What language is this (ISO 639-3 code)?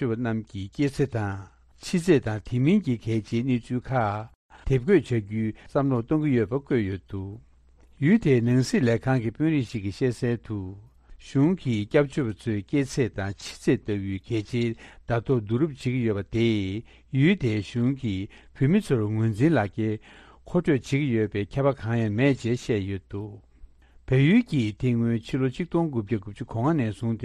bod